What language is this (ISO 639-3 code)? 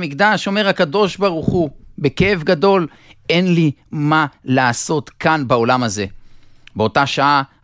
heb